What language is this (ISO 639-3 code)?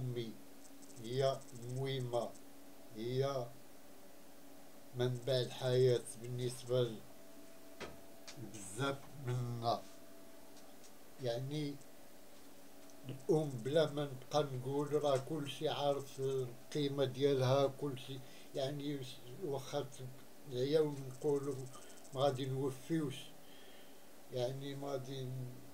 ary